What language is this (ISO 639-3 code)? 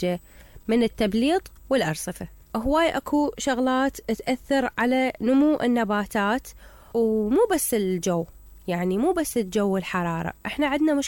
acm